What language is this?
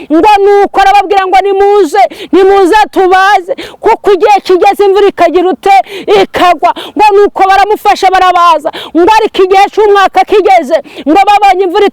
Kinyarwanda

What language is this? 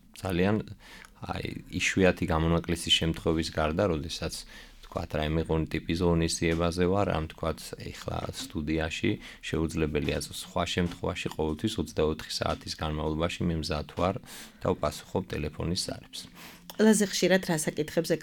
Georgian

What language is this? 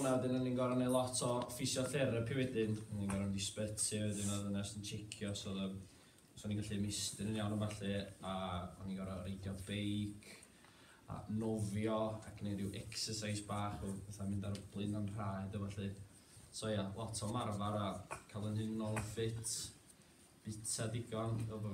Welsh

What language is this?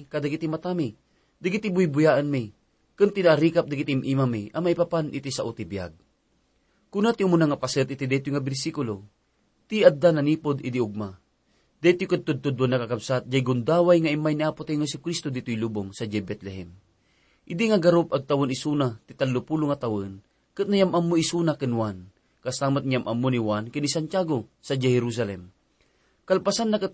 Iloko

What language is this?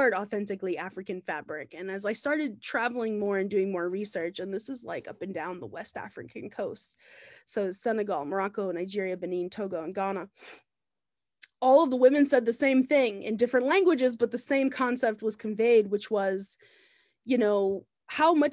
English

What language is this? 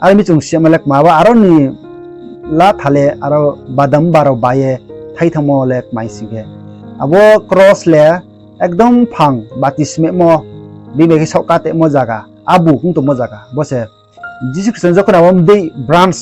Riang (India)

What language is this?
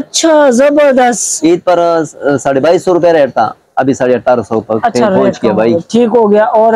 Hindi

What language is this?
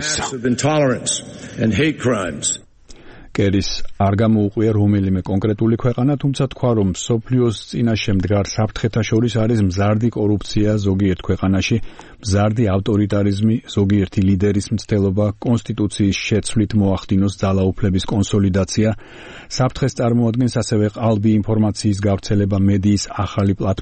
Georgian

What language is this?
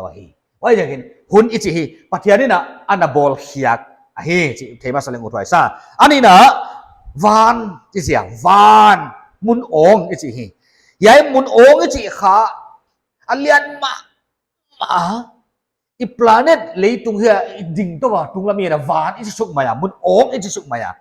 Paite Chin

